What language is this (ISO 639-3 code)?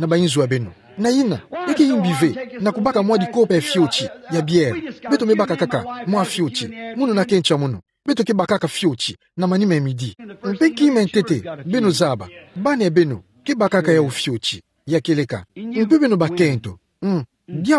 ktu